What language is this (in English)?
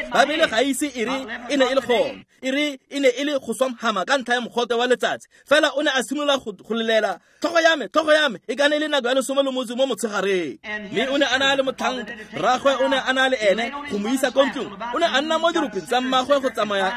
Tswana